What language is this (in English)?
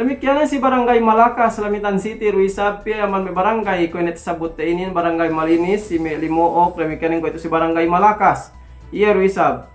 Yakan